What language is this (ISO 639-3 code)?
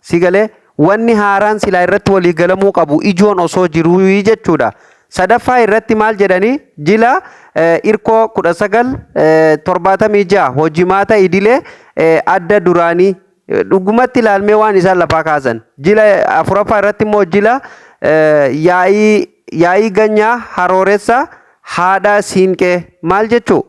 orm